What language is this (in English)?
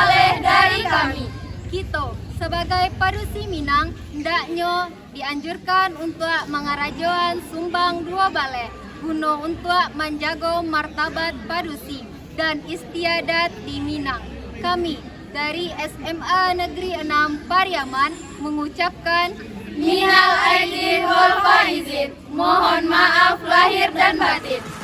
Minangkabau